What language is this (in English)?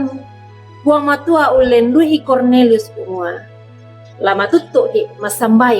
Toraja-Sa'dan